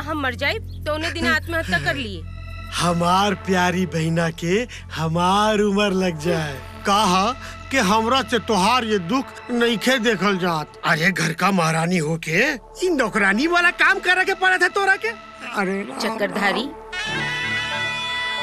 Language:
Bhojpuri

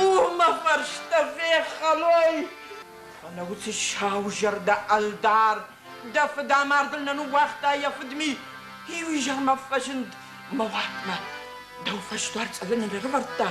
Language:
Ossetic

